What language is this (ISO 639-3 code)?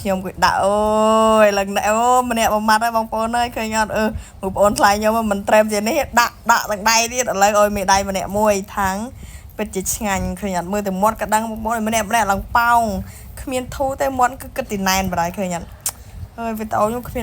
khm